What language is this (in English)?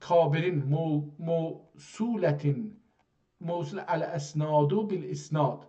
South Azerbaijani